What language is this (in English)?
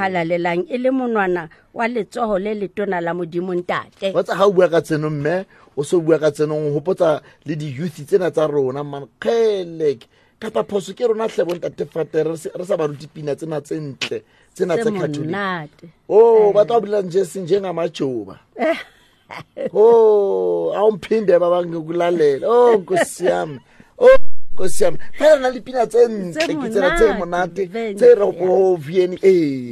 Southern Sotho